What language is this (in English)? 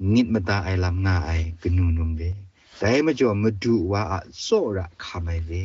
Kachin